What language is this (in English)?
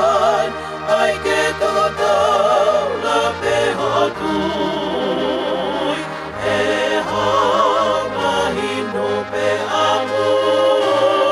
Tongan